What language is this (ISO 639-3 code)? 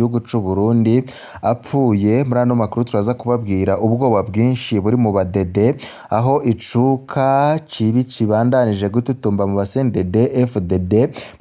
run